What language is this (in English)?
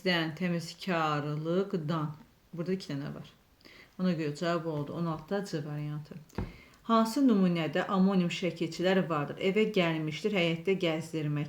Azerbaijani